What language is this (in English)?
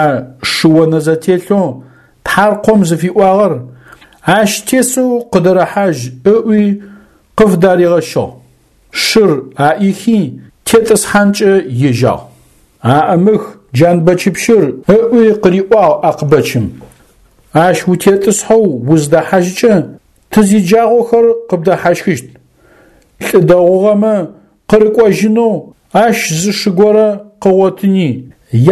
Adyghe